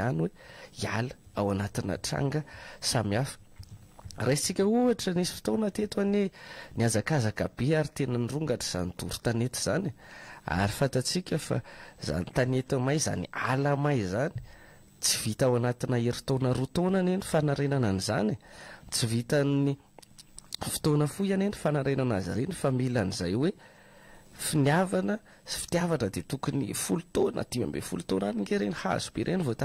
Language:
Malagasy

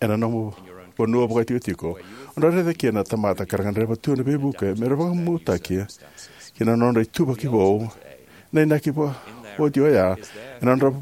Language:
Fijian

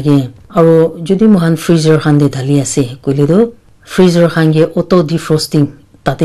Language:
Naga Pidgin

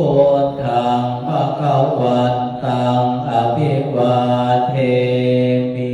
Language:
Pali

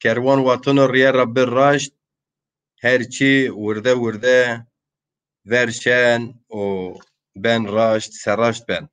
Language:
Zaza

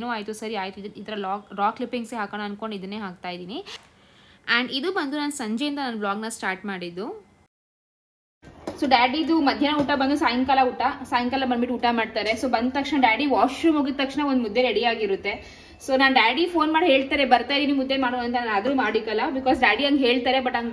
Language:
Kannada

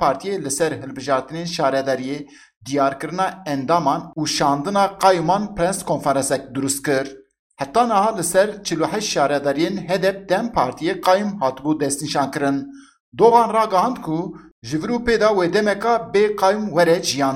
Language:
Kurdish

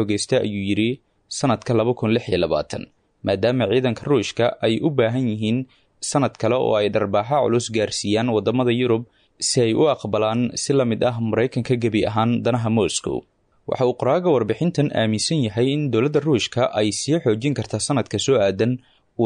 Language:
Somali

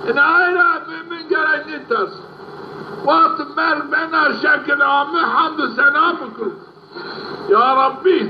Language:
Zaza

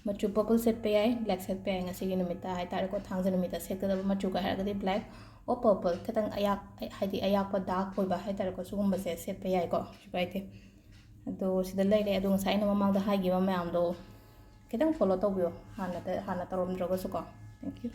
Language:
Manipuri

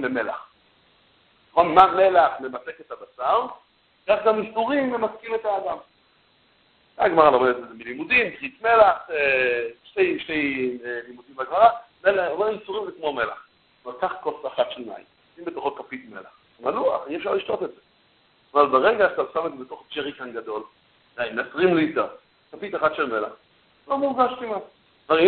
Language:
Hebrew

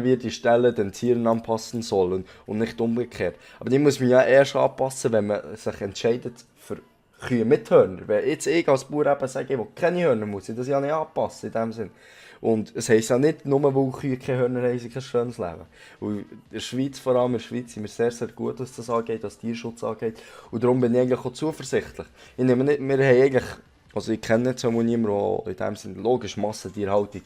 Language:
Swiss German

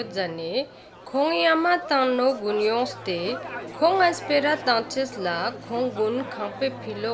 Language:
Ladakhi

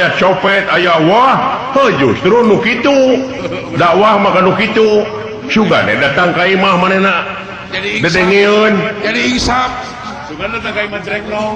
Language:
Sundanese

